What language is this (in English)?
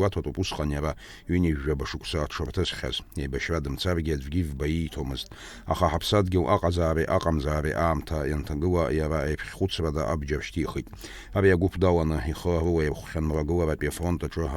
Abkhazian